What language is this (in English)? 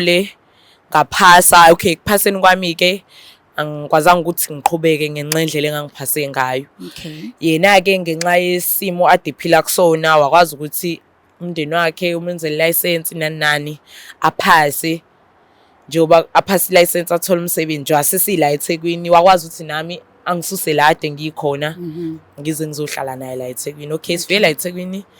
Zulu